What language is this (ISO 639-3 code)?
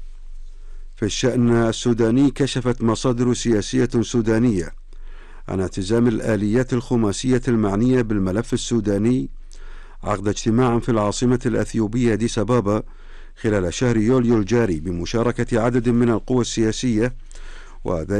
ara